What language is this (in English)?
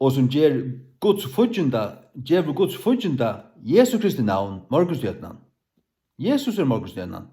Faroese